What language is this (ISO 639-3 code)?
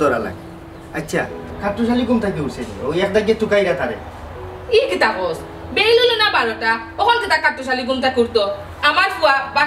syl